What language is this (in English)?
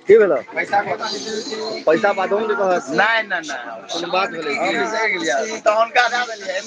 Maithili